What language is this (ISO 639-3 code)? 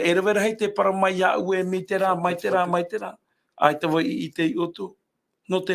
tah